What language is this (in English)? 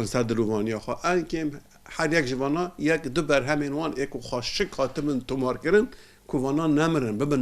Kurdish